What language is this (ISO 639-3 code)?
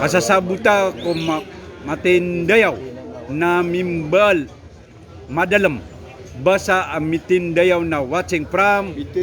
mrw